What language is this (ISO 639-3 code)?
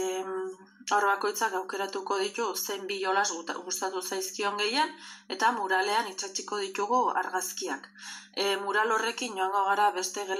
eus